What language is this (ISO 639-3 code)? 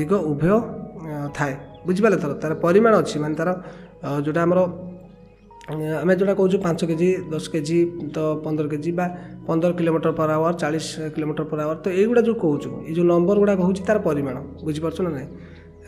ori